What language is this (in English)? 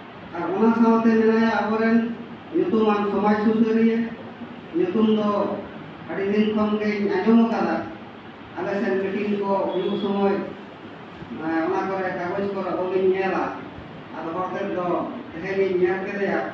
Santali